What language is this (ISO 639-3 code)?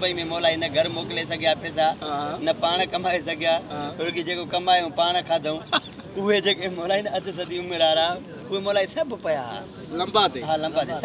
snd